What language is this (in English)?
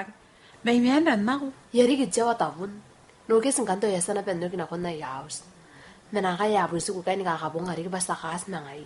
Gilbertese